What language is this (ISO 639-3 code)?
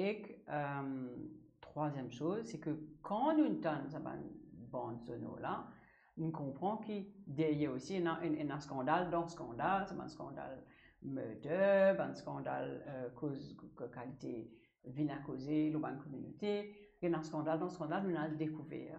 mfe